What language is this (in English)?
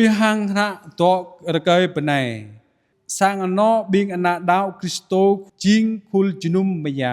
Jarai